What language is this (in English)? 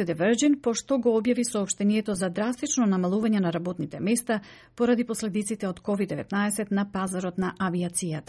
Macedonian